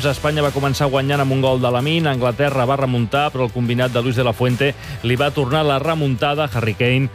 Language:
Catalan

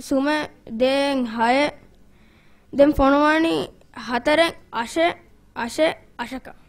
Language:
Divehi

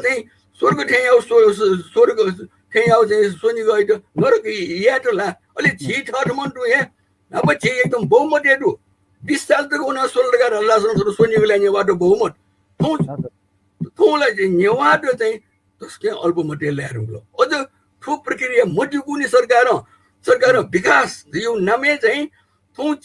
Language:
Newari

